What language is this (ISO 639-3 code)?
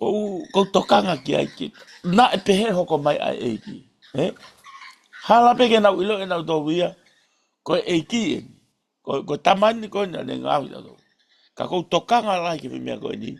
ton